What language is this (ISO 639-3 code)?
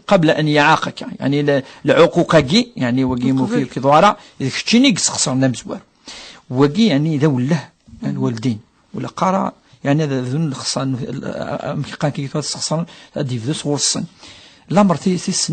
kab